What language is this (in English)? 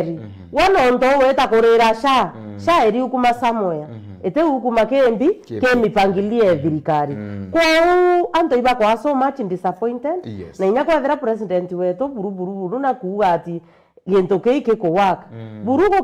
Meru